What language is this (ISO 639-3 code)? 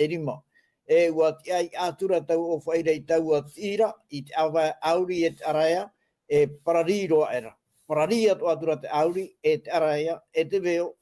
tah